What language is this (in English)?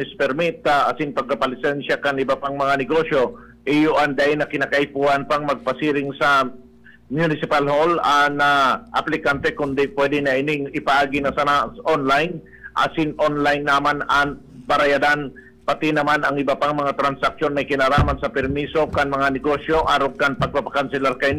Bikol